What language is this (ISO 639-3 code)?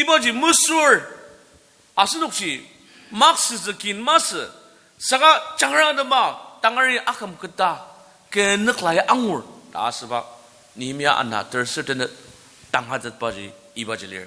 njo